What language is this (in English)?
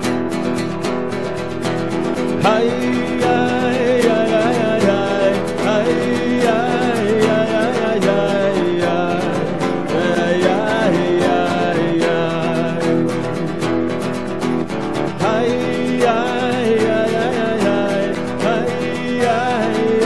Polish